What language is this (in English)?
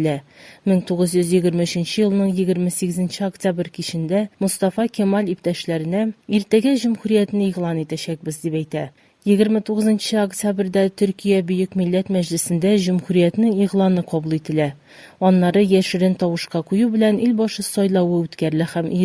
Tatar